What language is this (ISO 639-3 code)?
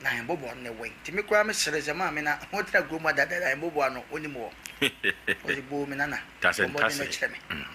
aka